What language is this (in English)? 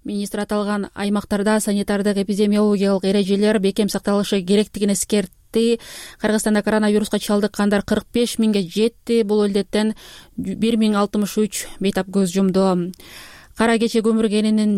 Kyrgyz